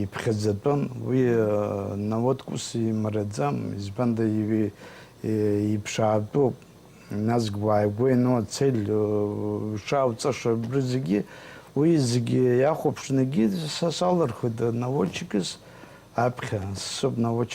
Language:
Abkhazian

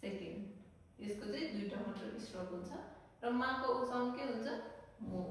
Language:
Nepali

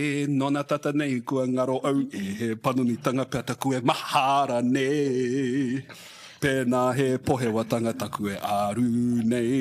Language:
Māori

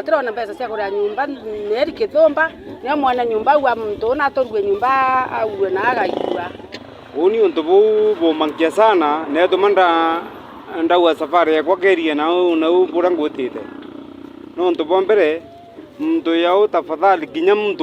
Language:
Meru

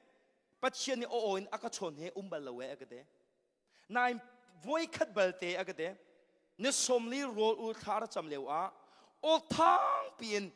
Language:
Hakha Chin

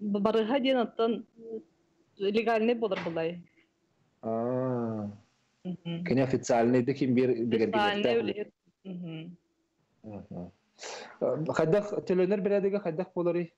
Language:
Yakut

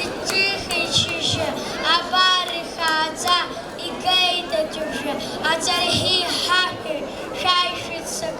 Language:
Abkhazian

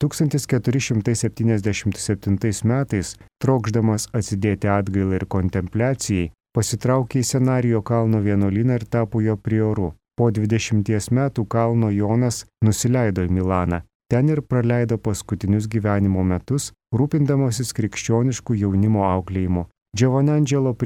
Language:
Lithuanian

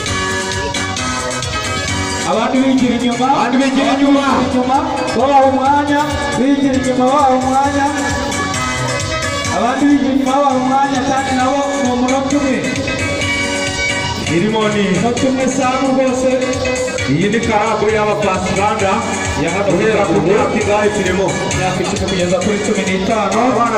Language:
Kinyarwanda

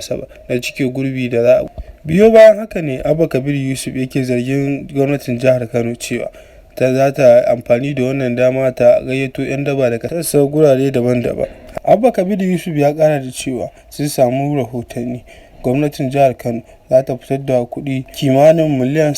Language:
Hausa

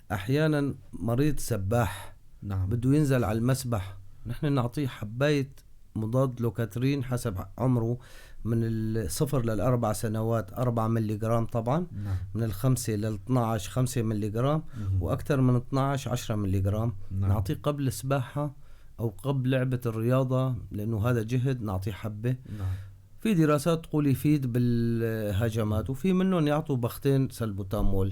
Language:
North Levantine Arabic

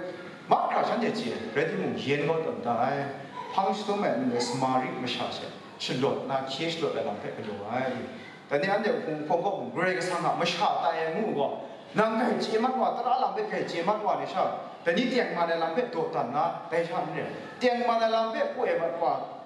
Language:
Kachin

